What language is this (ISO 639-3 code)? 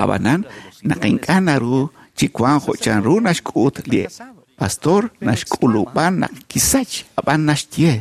kek